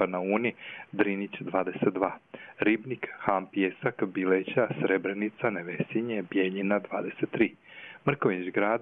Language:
Croatian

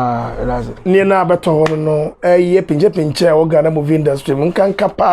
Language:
Akan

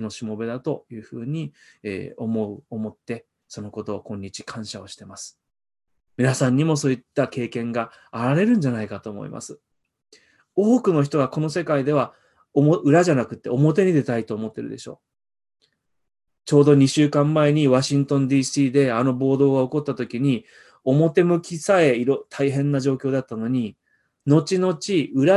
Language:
Japanese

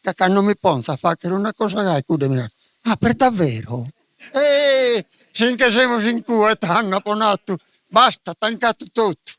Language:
Sardinian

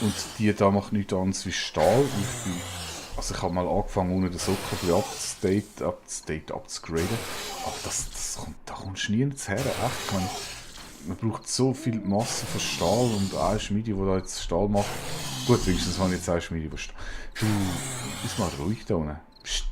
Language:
Swiss German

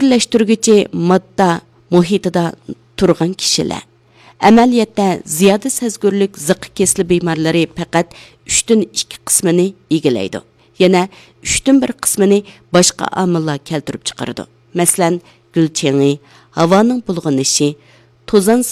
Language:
Uyghur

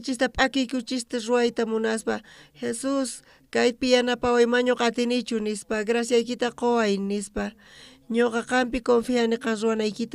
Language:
South Bolivian Quechua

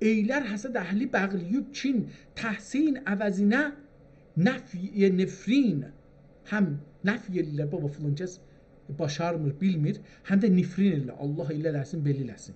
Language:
South Azerbaijani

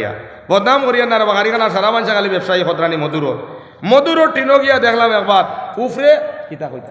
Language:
Sylheti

